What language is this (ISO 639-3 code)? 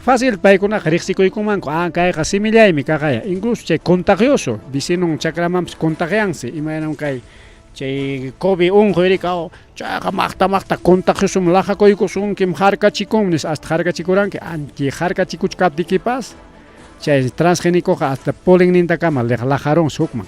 quy